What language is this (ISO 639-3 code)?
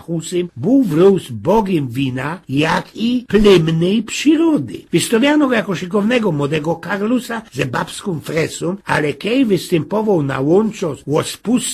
szl